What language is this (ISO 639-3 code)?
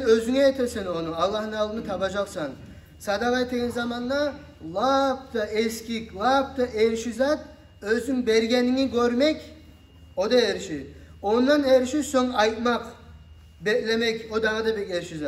kum